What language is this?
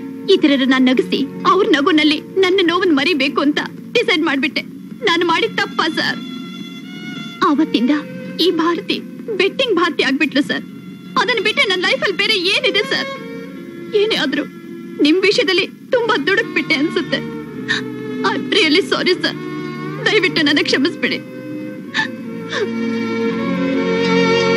Kannada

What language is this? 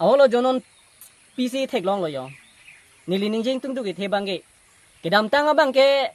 Karbi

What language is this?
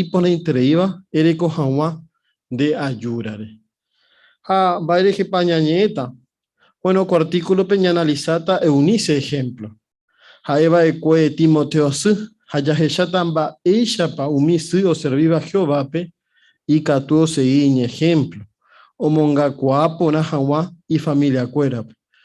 Guarani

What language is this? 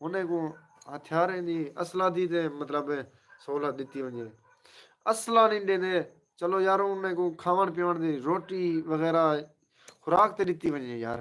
Saraiki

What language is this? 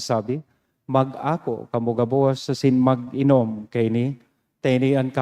Bikol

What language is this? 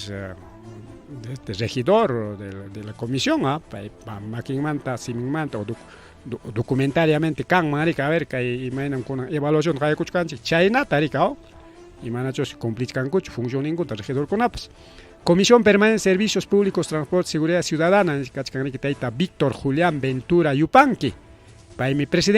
Ayacucho Quechua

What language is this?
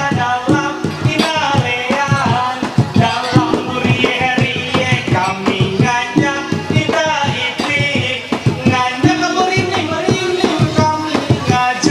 Ma'anyan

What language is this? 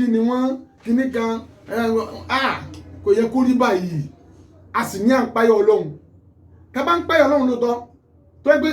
Yoruba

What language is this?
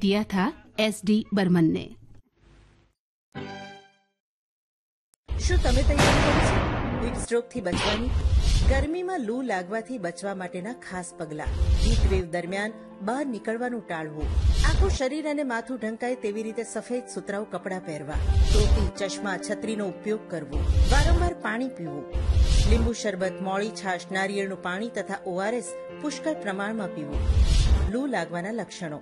Gujarati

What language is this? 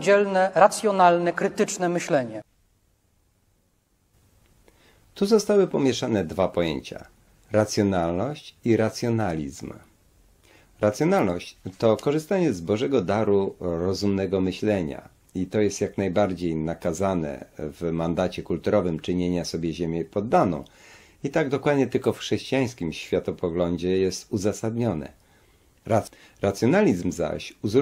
Polish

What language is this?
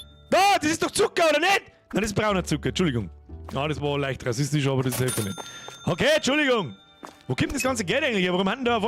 Bavarian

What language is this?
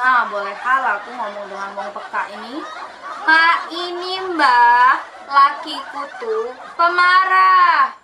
Musi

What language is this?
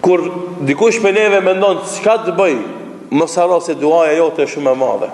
Albanian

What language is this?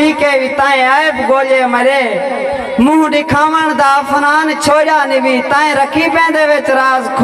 Saraiki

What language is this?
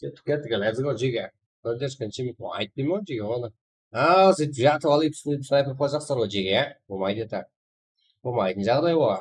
Kara-Kalpak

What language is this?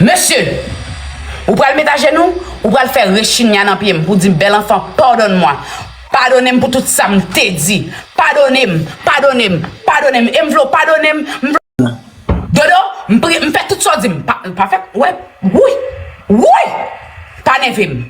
Haitian Creole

